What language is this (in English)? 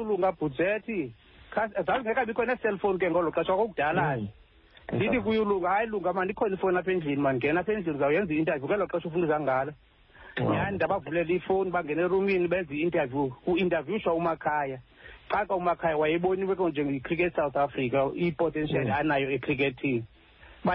Xhosa